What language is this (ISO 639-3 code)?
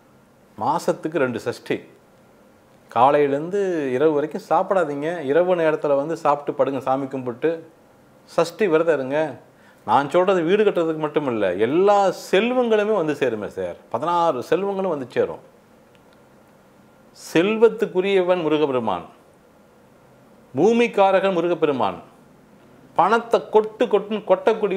tam